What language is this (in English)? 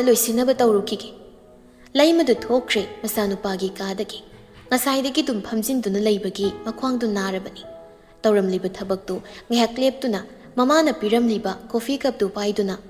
Manipuri